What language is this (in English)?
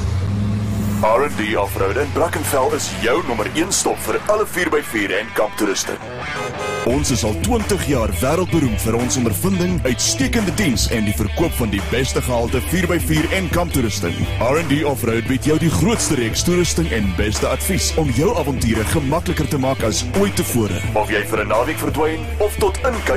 Afrikaans